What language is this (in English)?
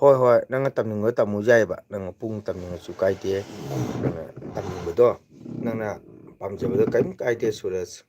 Manipuri